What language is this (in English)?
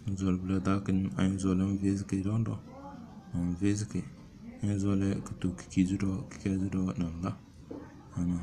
Tem